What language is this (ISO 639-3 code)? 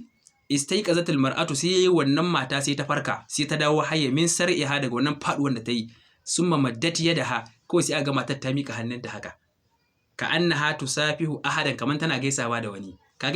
hau